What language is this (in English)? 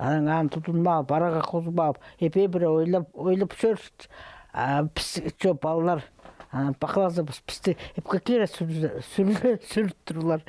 Khakas